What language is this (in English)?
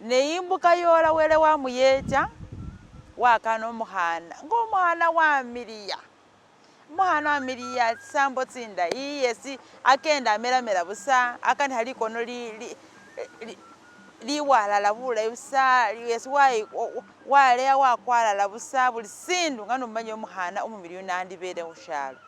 Masaaba